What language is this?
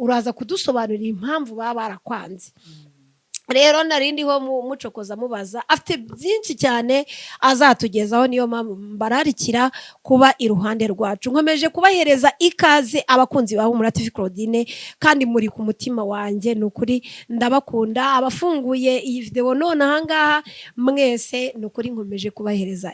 Kinyarwanda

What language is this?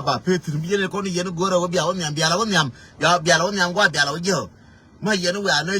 Nuer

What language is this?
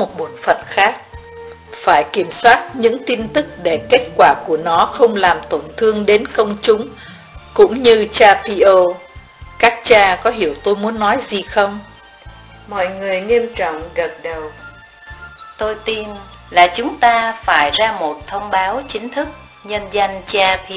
Vietnamese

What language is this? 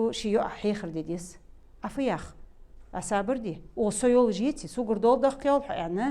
Ingush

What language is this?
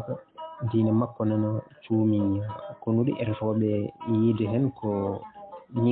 Fula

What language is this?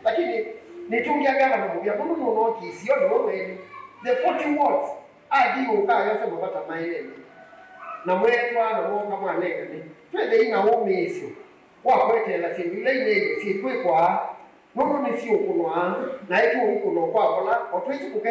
Kamba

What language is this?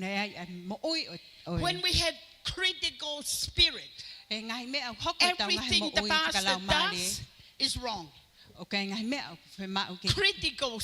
Tongan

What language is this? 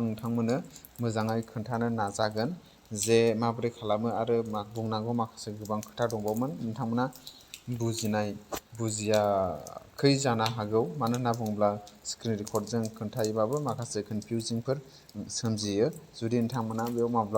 Bodo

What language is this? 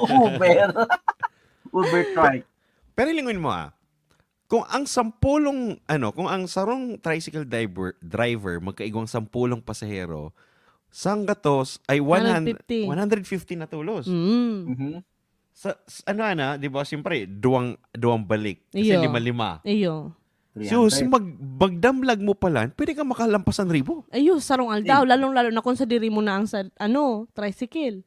Bikol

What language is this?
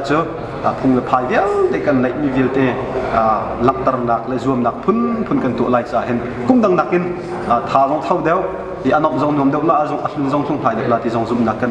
Hakha Chin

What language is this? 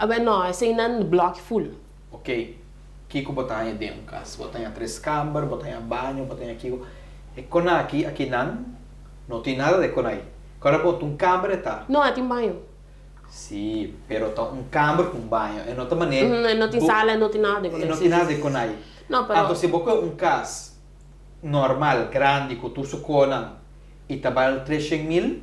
Papiamento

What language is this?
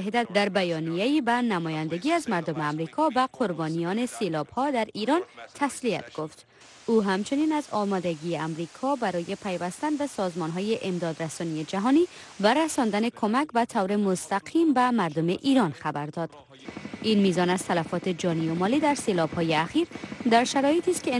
Persian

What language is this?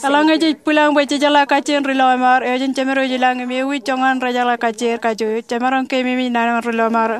Marshallese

